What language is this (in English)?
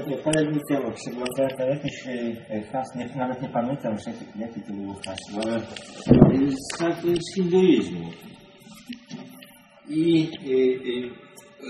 Polish